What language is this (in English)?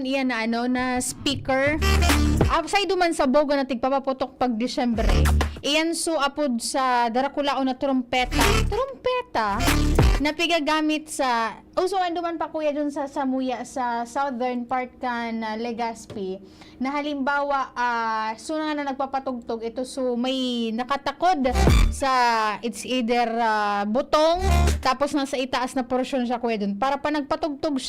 Bikol